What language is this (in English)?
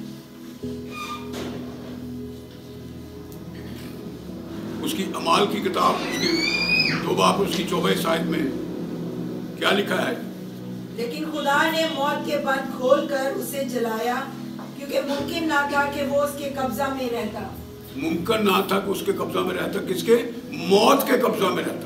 Urdu